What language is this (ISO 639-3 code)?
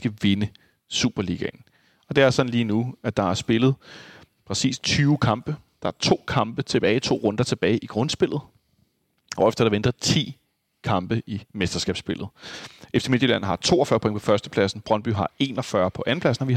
dan